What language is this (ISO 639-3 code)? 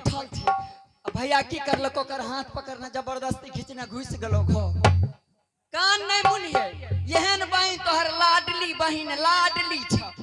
anp